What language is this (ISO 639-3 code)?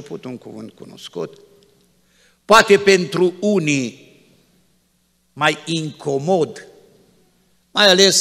ron